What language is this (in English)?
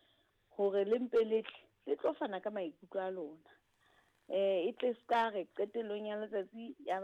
Southern Sotho